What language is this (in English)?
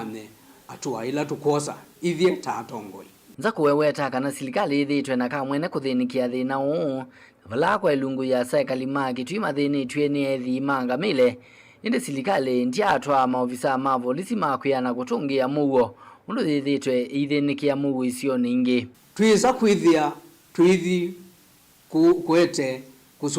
Kamba